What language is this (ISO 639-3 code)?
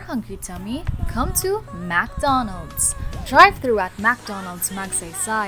bik